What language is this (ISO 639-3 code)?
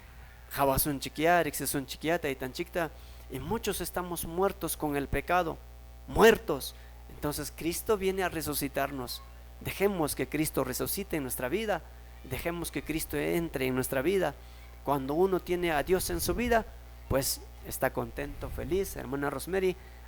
que